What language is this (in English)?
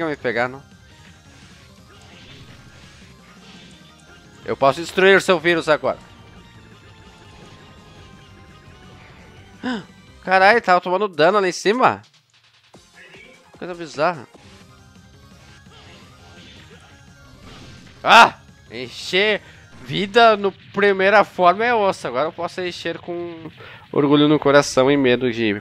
Portuguese